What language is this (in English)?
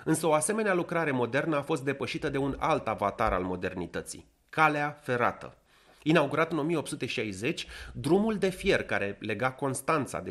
Romanian